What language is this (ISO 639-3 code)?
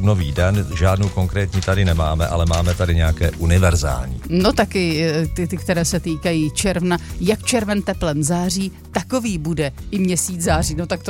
ces